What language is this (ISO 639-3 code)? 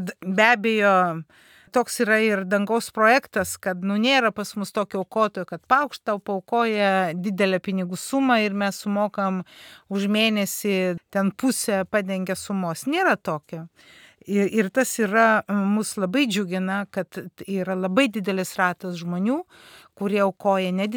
lit